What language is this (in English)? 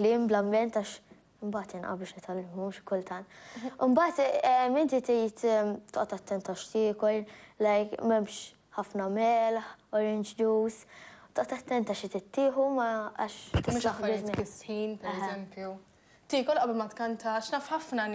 Maltese